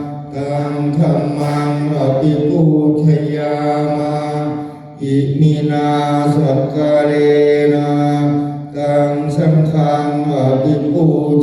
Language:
Pali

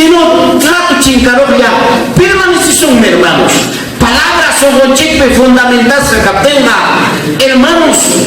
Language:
Ayacucho Quechua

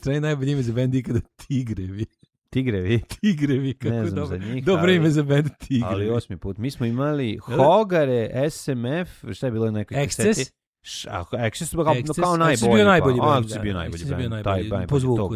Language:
Serbian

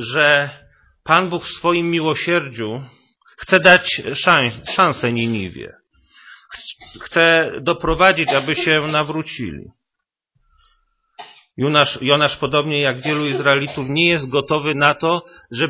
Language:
Polish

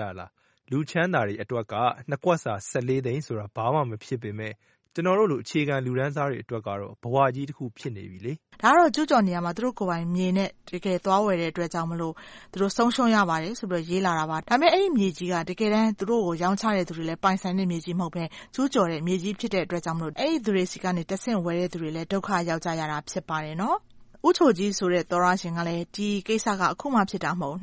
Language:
Burmese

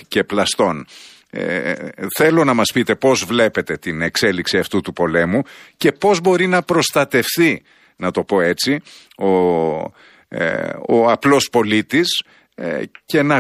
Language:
Greek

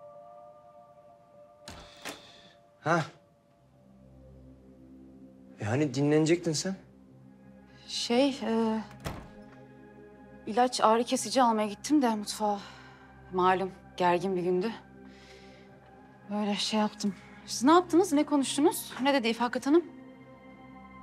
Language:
Turkish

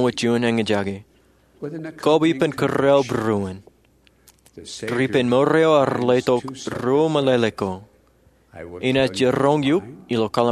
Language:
Marshallese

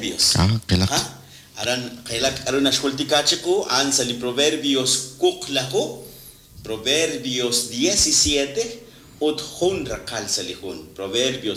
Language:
Kekchí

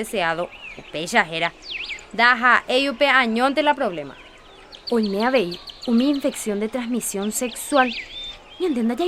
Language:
Guarani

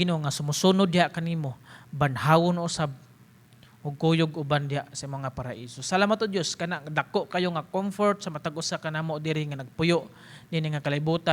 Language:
Cebuano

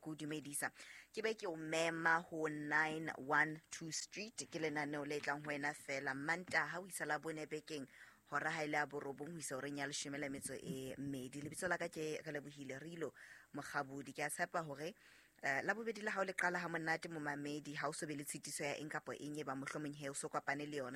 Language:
Southern Sotho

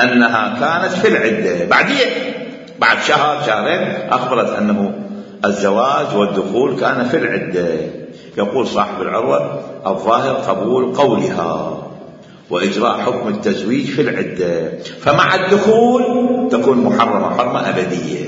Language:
Mesopotamian Arabic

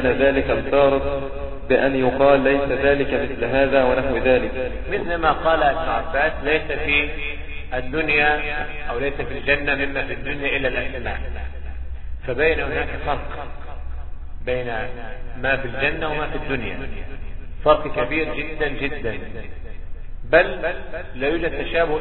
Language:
Arabic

